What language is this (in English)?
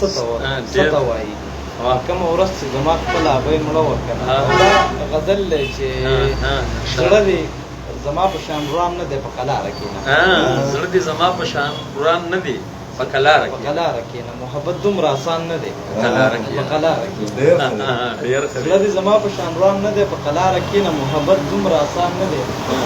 Pashto